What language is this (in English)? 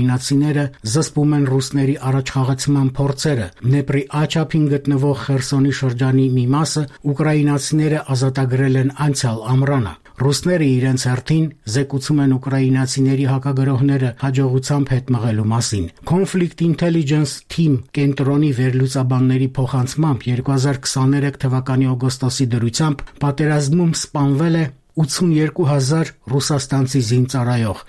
Armenian